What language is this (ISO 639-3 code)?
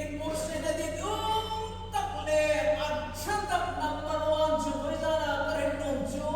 hmr